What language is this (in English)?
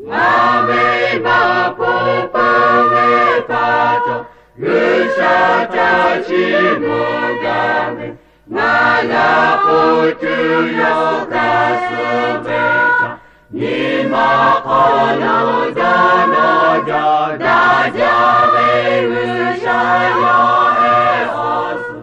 Lahu